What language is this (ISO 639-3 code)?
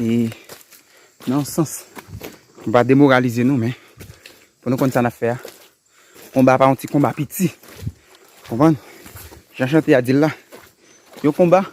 hat